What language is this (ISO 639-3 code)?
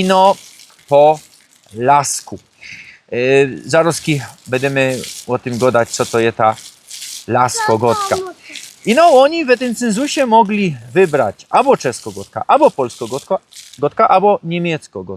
szl